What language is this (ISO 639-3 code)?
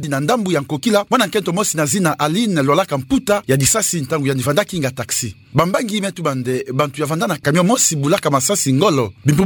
ktu